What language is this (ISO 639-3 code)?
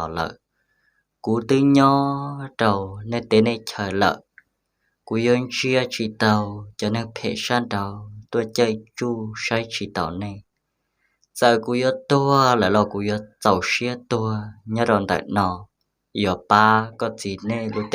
hmn